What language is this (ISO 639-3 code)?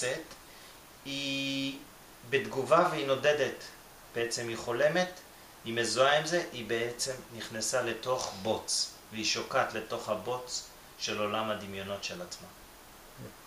heb